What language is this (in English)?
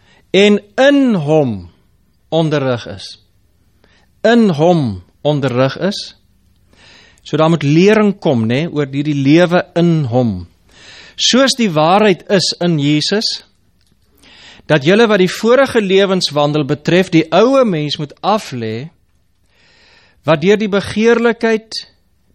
Afrikaans